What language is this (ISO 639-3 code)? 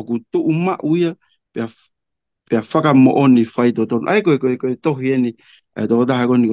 ton